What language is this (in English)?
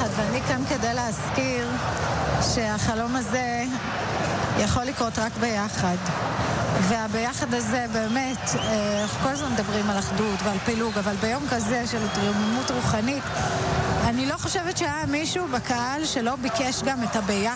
Hebrew